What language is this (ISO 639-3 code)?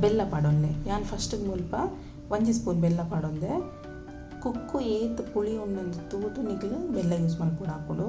tcy